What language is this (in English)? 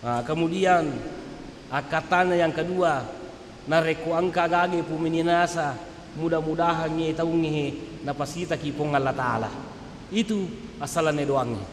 Buginese